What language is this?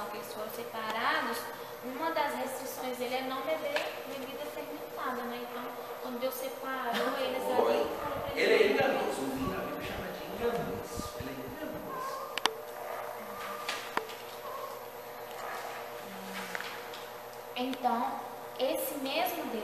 Portuguese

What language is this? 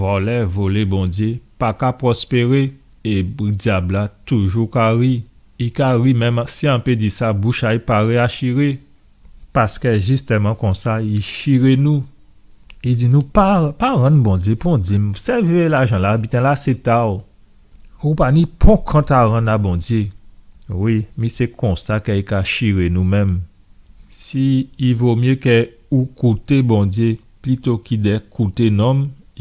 Guadeloupean Creole French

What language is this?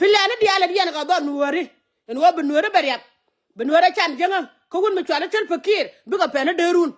Nuer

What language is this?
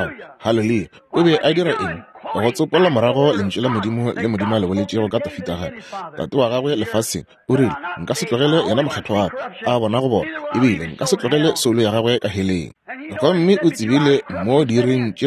Northern Sotho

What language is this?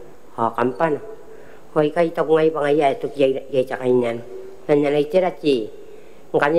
Gilbertese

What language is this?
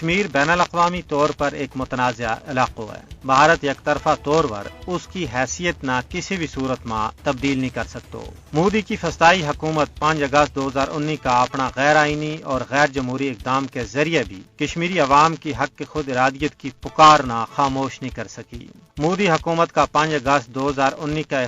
Gujari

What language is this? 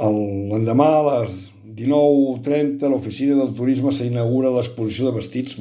Catalan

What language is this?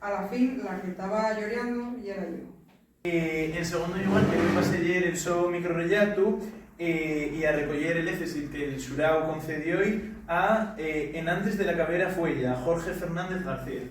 Asturian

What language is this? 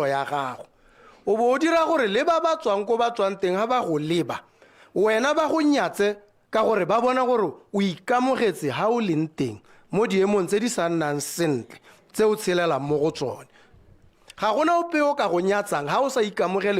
Tswana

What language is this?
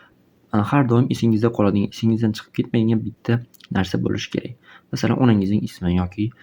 Uzbek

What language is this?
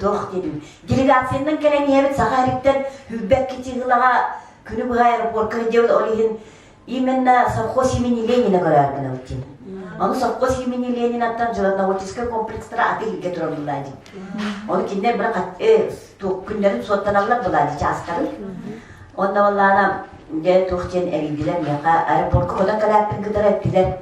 Yakut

